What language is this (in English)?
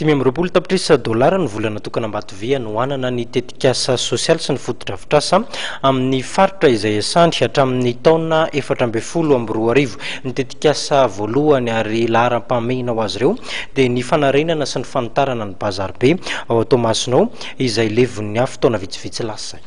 Malagasy